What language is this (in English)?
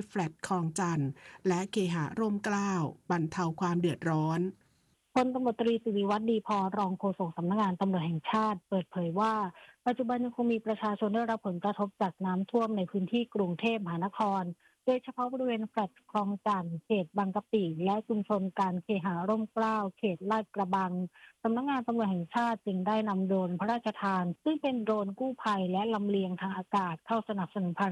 Thai